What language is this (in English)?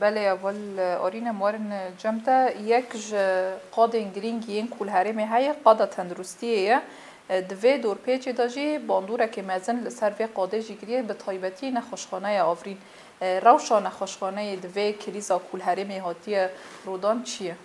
Kurdish